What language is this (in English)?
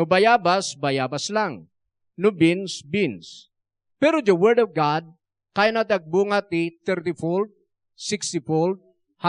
Iloko